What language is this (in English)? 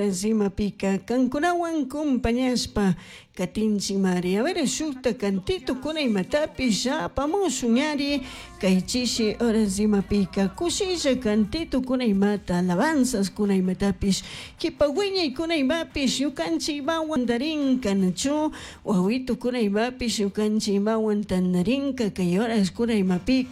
Chimborazo Highland Quichua